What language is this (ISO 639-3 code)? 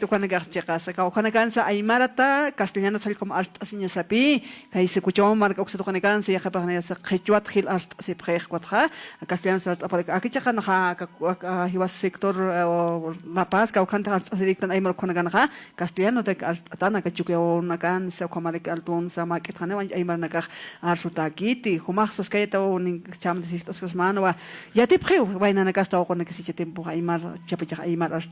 aym